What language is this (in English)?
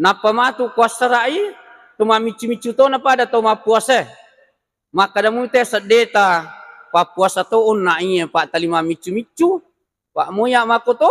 Buginese